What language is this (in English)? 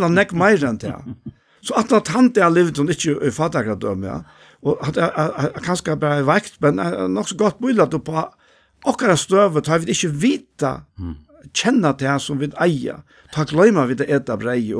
Faroese